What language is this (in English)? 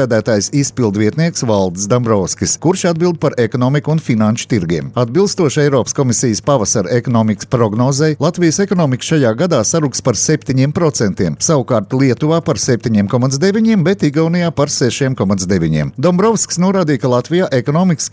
Latvian